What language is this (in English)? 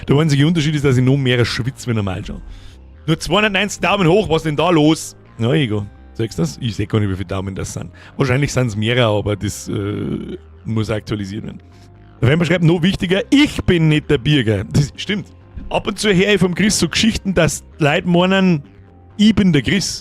Bavarian